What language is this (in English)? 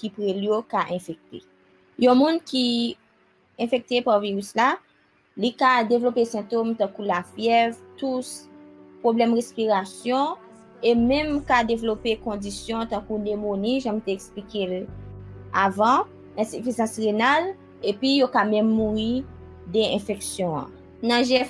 Haitian Creole